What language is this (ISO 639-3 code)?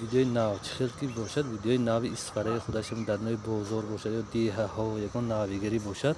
tgk